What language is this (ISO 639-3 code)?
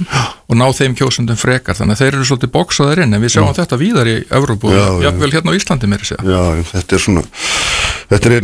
isl